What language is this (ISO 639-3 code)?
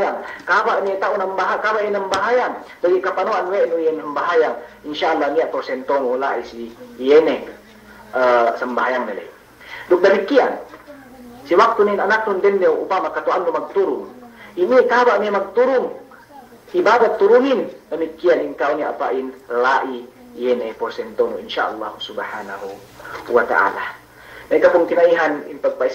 yka